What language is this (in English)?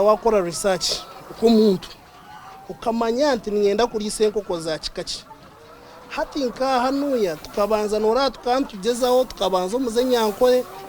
Nyankole